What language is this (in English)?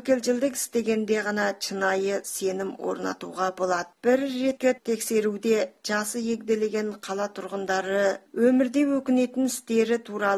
Kazakh